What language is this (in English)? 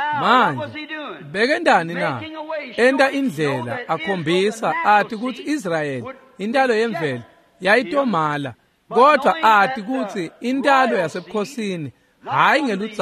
Swati